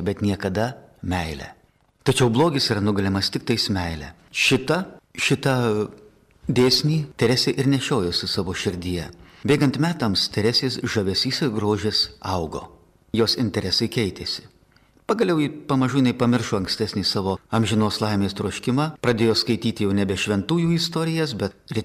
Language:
Lithuanian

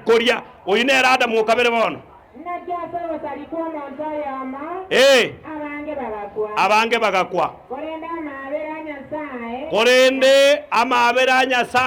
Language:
Gusii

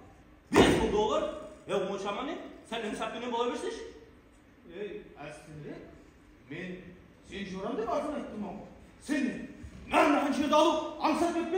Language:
Kara-Kalpak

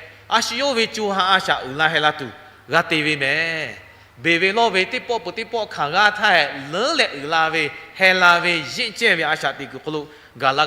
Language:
Lahu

